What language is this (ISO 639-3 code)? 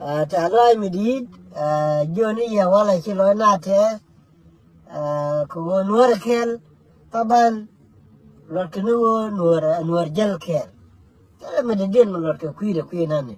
nus